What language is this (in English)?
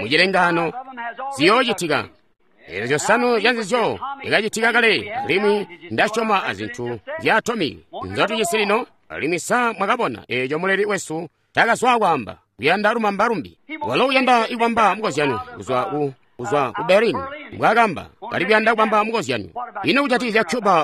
Tonga (Zambia)